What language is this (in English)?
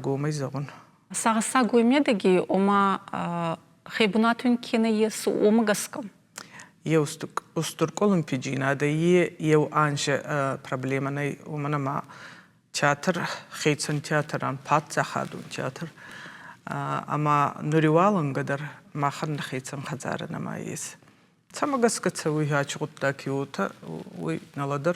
Ossetic